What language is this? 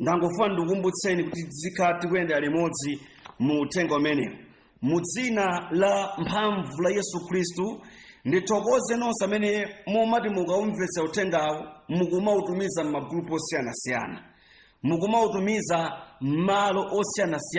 Nyanja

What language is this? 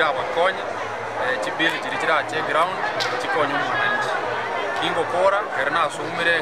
Gusii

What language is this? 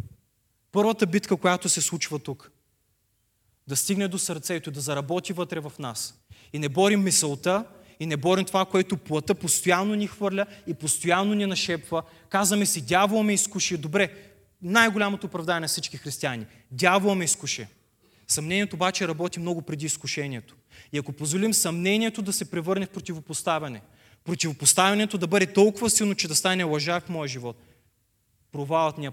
Bulgarian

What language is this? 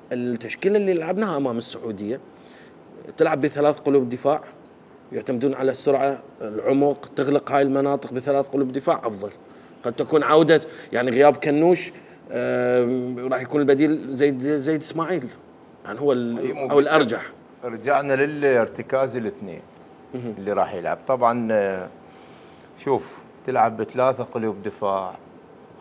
Mesopotamian Arabic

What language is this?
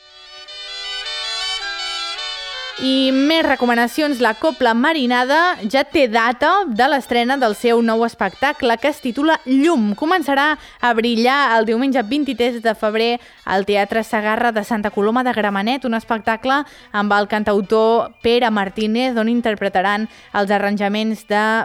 Catalan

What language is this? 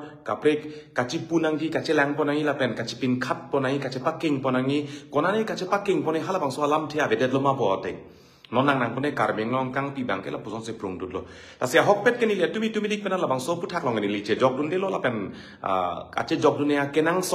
Karbi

